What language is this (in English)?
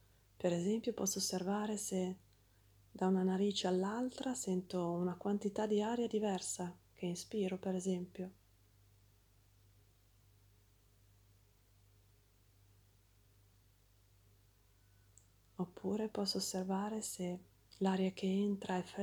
Italian